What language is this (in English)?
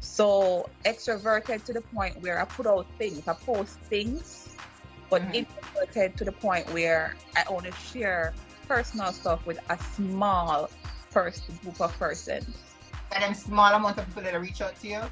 Jamaican Creole English